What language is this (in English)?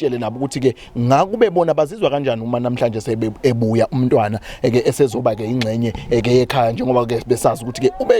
Zulu